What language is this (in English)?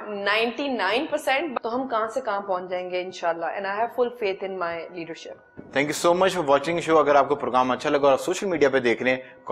Urdu